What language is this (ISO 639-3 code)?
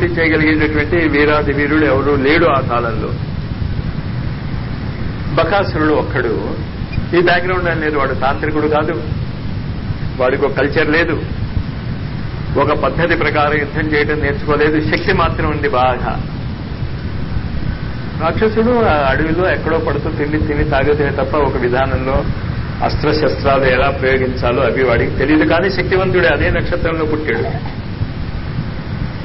tel